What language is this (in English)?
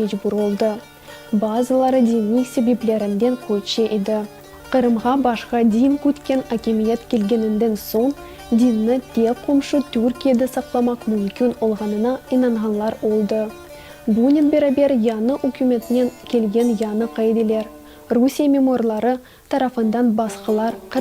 Crimean Tatar